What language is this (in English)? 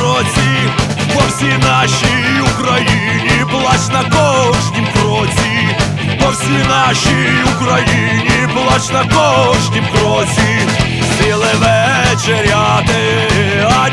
Ukrainian